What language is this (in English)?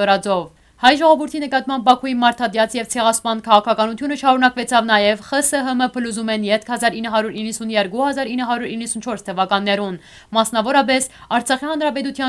Western Armenian